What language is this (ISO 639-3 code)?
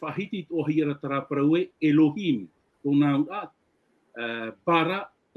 tah